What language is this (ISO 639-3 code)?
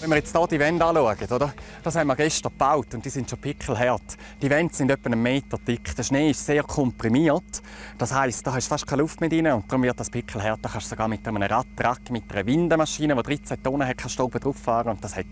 roh